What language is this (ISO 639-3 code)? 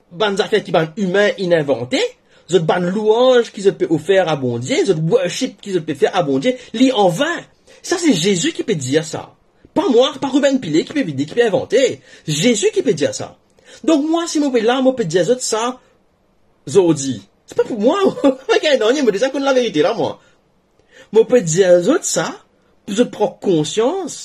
mfe